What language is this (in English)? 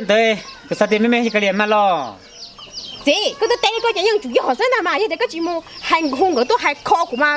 Hmong